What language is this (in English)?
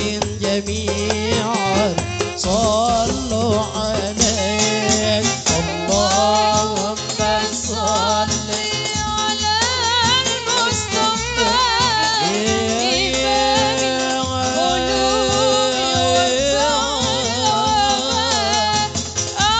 Arabic